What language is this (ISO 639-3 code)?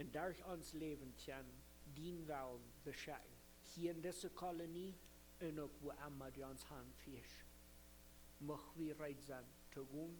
pdt